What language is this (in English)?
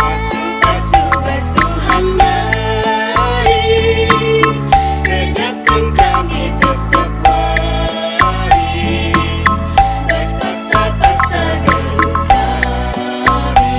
Batak Karo